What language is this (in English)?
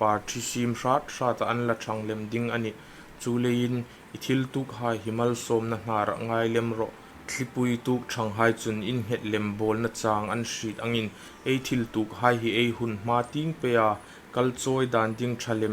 Hmar